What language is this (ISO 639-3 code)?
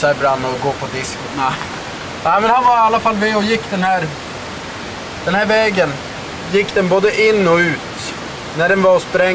swe